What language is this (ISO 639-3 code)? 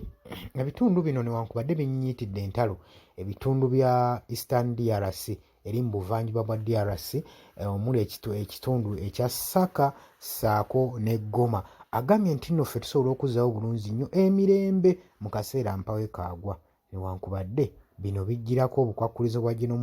lug